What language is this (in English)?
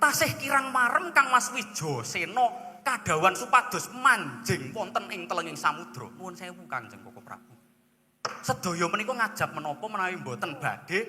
Javanese